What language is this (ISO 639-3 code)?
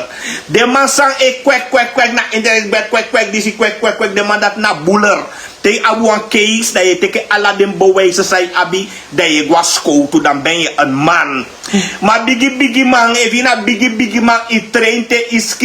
srn